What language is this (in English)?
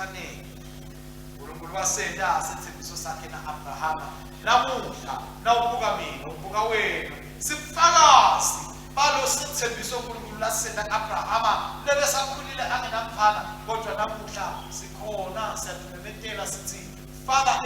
Swati